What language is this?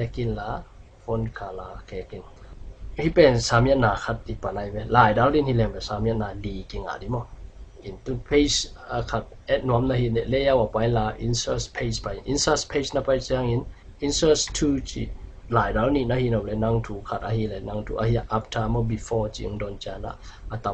Tedim Chin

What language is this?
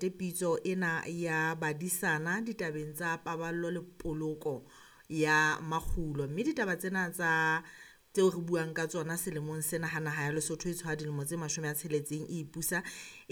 Southern Sotho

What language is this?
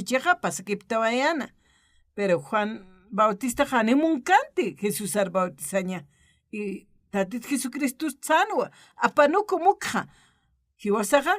Aymara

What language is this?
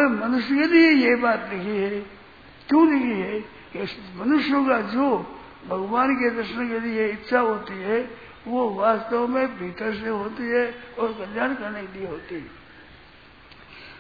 Hindi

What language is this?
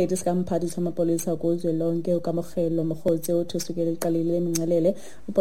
Xhosa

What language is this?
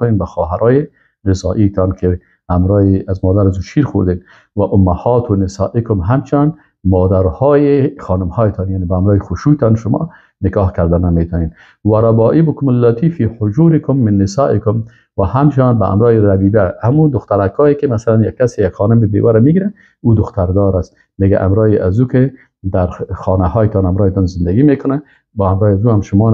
Persian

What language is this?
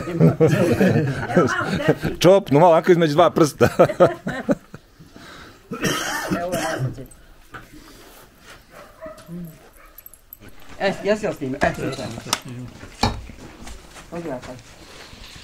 Bosnian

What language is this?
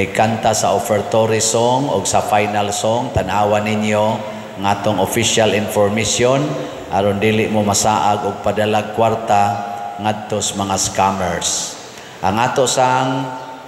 Cebuano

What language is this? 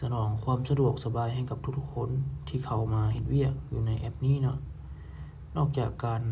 Lao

